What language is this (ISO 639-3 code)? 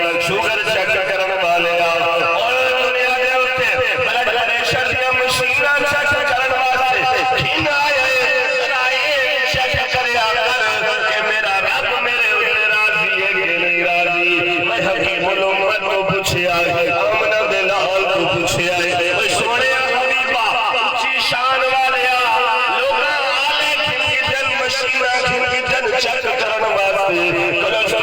skr